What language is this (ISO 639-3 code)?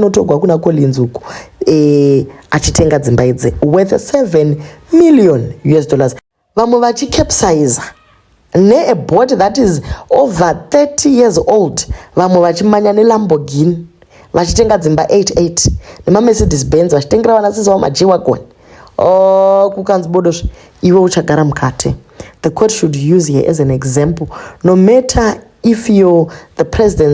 sna